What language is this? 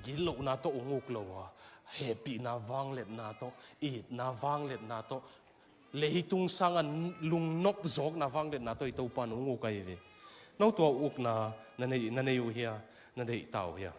Tedim Chin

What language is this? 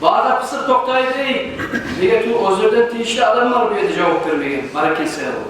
Kumyk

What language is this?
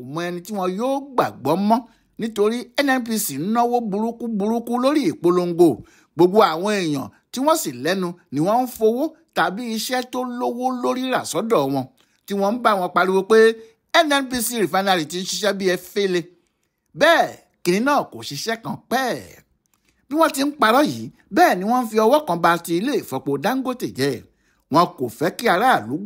Yoruba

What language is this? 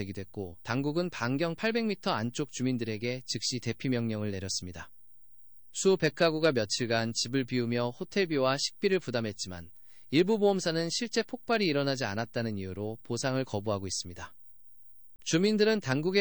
Korean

